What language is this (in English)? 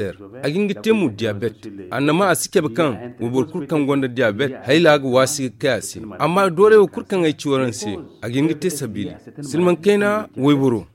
Zarma